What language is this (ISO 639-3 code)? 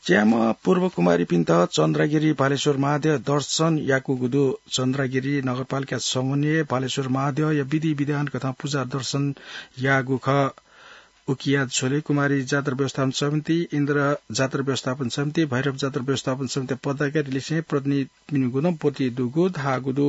new